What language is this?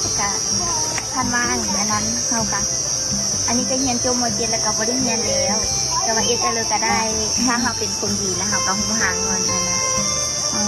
Lao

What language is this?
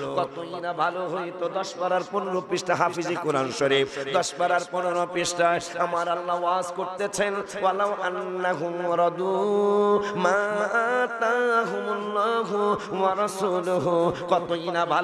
Sylheti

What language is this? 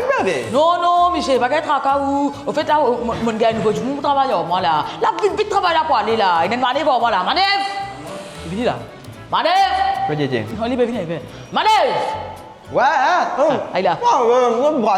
Morisyen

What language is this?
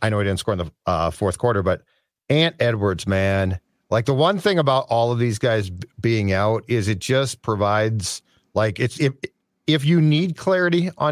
English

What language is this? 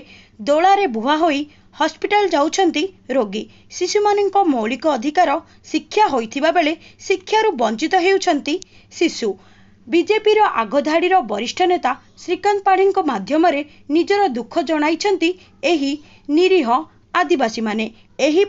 Odia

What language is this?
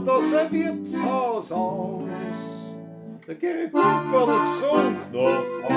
Bavarian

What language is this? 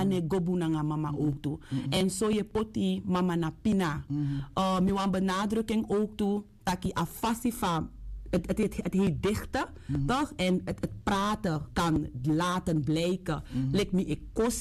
Sranan Tongo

